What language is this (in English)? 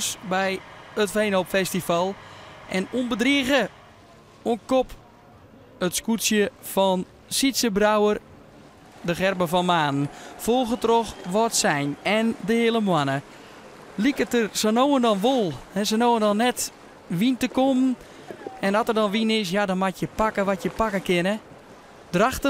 Western Frisian